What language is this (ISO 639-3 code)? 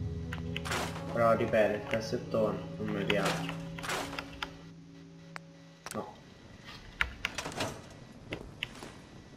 ita